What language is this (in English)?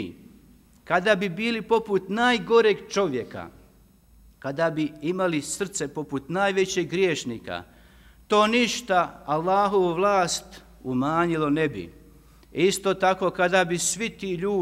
Bosnian